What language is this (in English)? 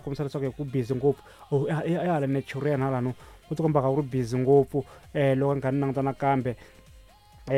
Tsonga